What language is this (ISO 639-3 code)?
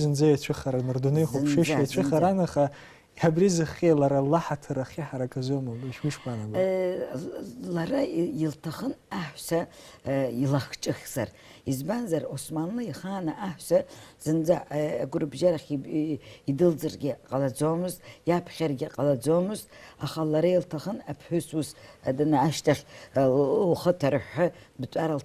abk